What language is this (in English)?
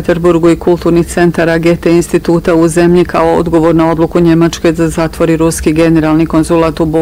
Bosnian